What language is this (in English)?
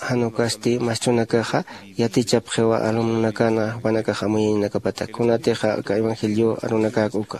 Aymara